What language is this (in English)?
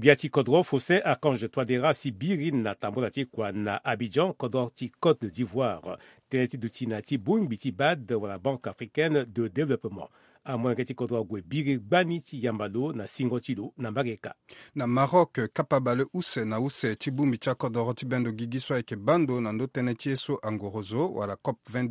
Sango